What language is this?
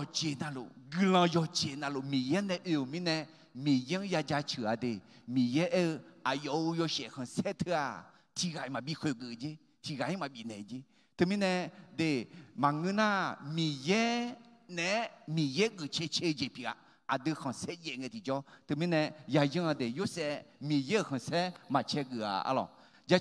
Akha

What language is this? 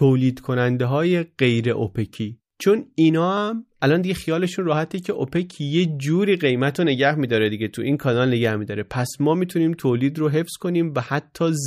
Persian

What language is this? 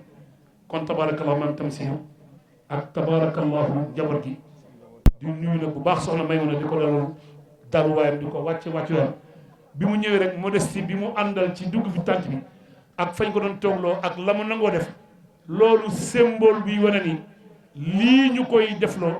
Wolof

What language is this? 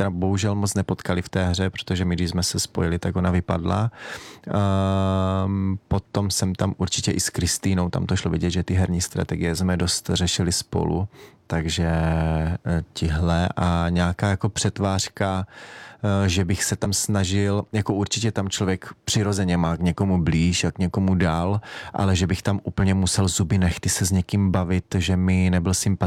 Czech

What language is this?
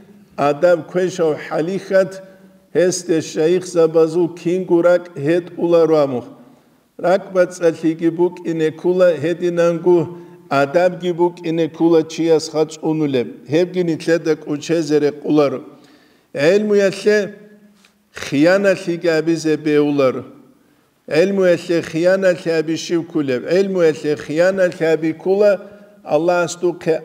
Avaric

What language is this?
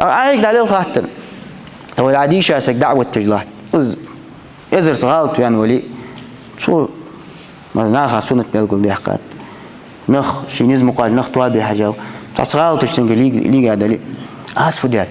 Ingush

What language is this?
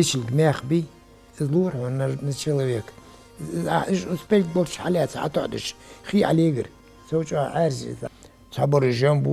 Ingush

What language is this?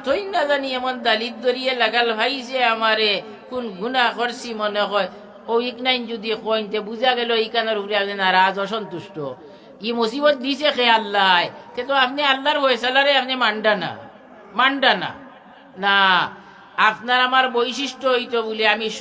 Sylheti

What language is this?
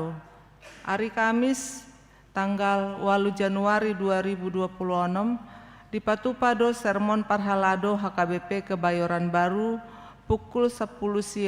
Batak Toba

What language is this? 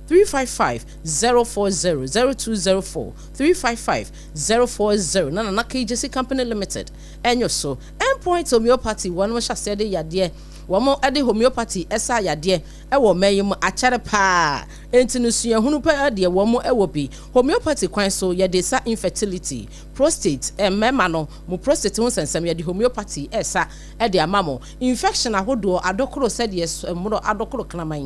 Akan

